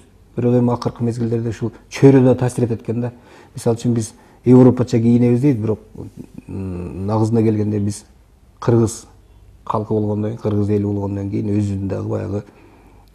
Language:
Kyrgyz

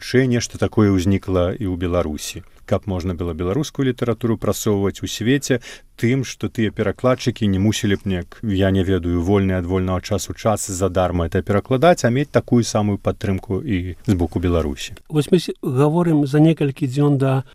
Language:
Belarusian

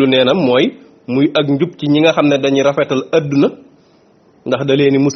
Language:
Wolof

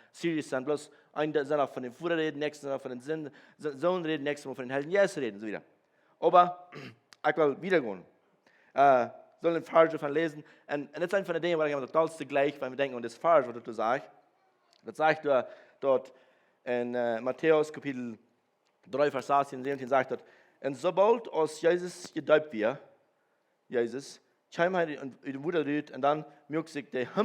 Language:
Plautdietsch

